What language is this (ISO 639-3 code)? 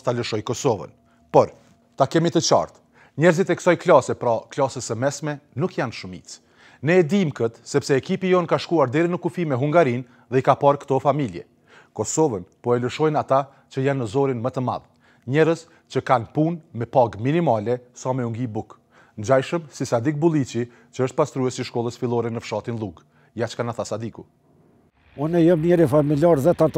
sqi